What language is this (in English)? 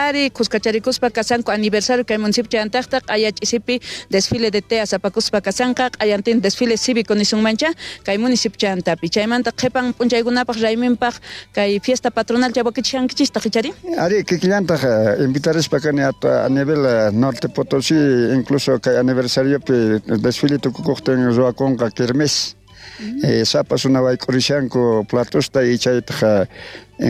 South Bolivian Quechua